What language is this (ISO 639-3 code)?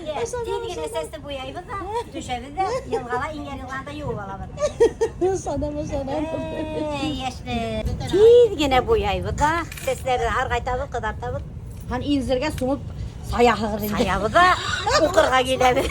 bak